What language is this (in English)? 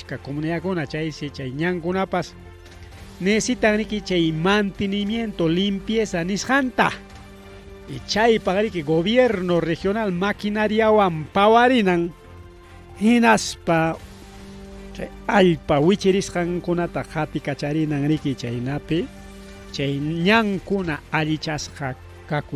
Ayacucho Quechua